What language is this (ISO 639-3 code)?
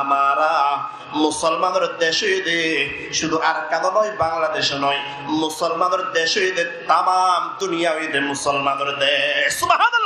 rhg